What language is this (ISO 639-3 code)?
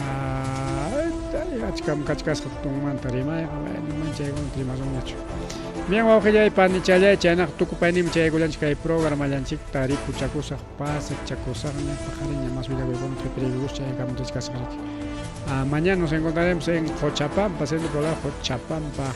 quy